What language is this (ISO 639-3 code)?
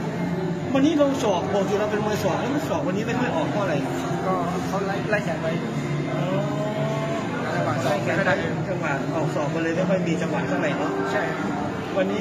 tha